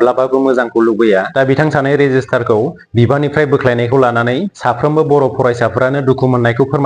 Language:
Bodo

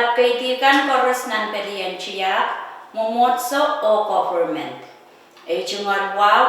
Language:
Pohnpeian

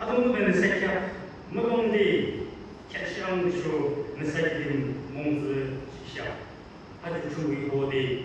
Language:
Yimchungru Naga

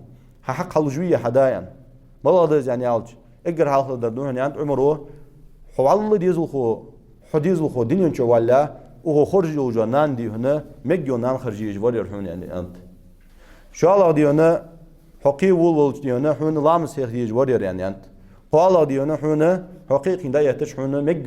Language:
Ingush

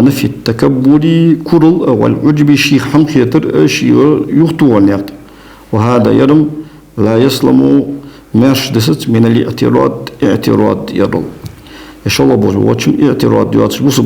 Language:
Ingush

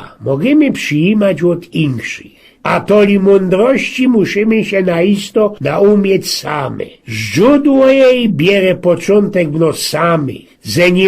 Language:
Silesian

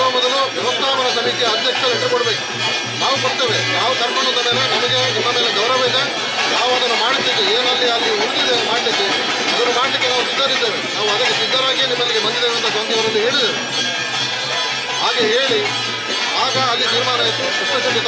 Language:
Kannada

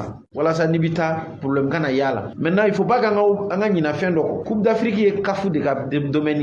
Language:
Bambara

